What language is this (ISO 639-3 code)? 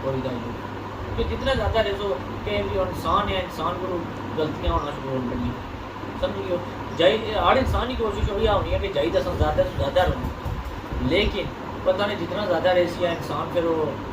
phr